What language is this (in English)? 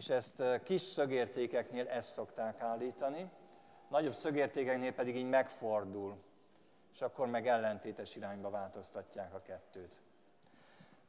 Hungarian